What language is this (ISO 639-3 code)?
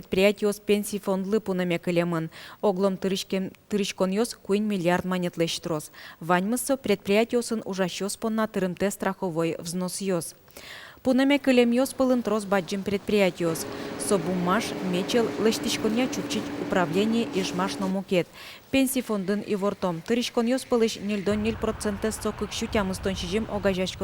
udm